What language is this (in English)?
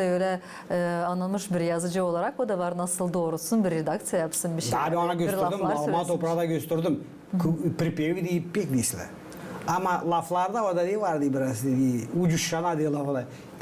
Gagauz